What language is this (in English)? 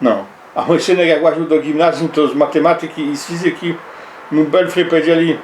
Silesian